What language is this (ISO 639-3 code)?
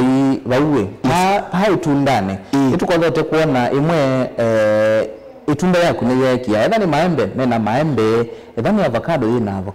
kam